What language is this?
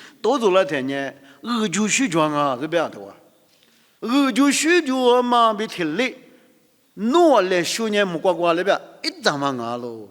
Lisu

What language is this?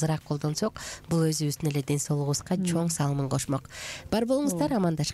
Kyrgyz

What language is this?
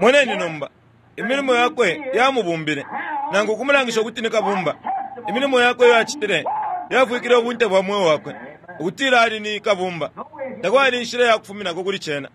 Bemba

